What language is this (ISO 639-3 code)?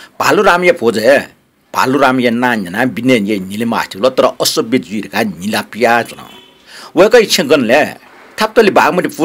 new